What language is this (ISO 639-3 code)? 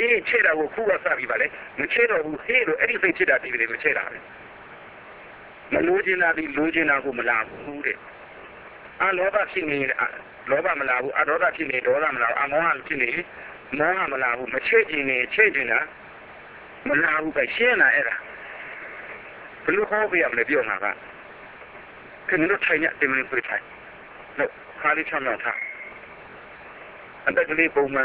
mya